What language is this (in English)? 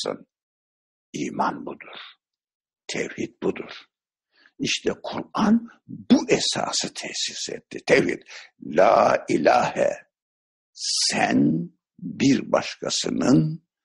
Turkish